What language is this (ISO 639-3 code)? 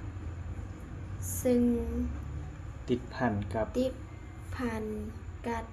lao